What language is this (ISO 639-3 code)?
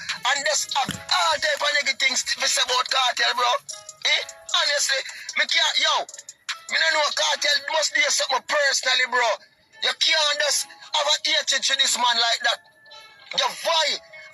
jam